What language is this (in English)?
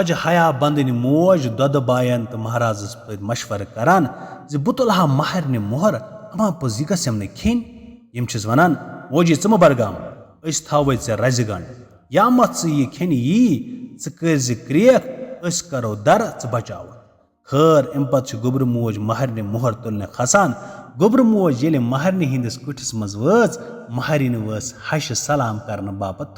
Kashmiri